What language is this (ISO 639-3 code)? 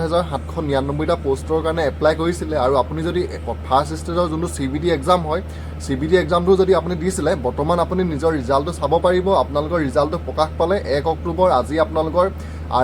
asm